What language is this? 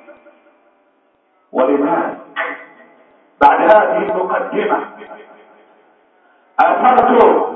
Arabic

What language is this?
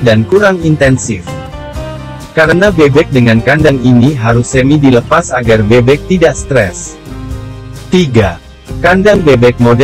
Indonesian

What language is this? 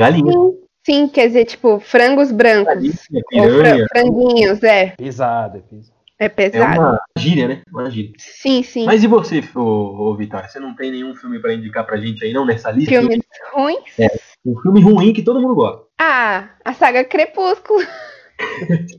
Portuguese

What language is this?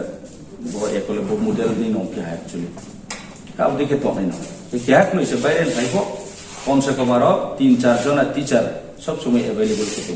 Riang (India)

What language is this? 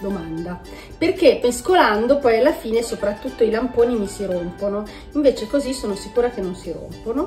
Italian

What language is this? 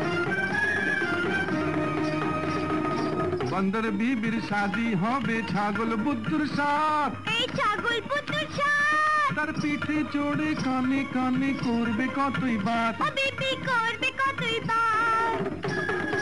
Bangla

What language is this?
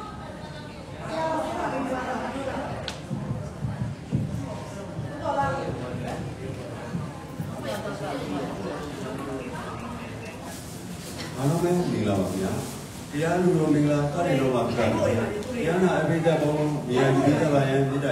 Burmese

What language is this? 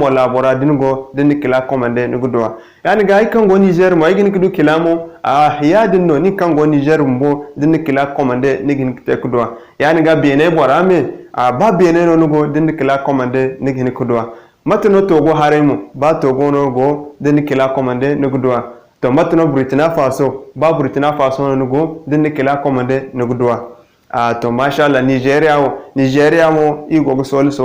Zarma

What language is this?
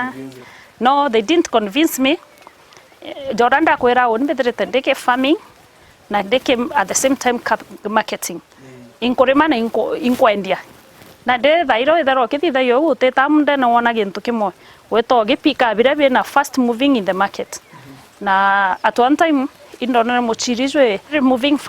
Meru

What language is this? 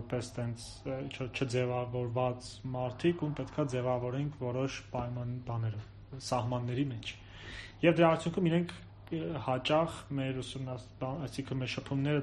Armenian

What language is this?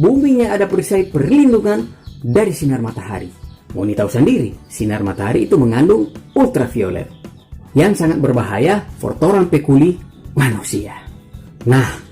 Manado Malay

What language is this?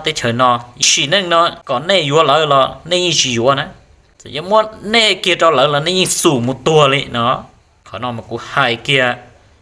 Hmong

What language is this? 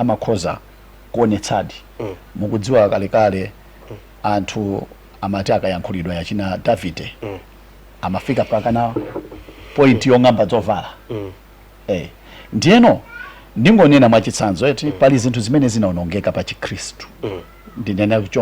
Nyanja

